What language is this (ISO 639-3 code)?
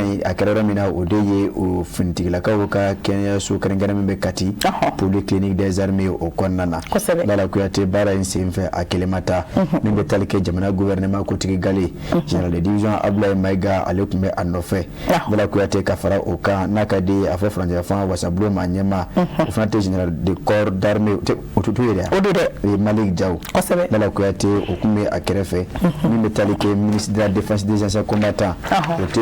bam